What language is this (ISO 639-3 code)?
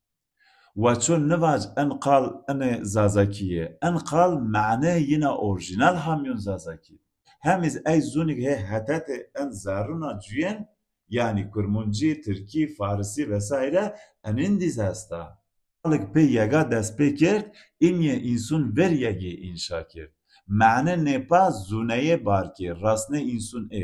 zza